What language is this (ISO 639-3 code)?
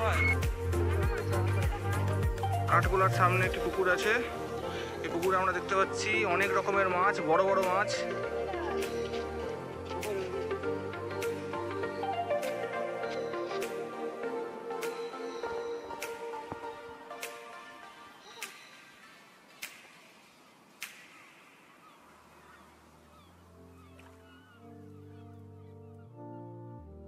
ben